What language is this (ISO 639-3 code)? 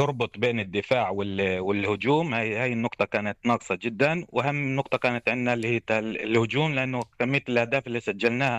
apc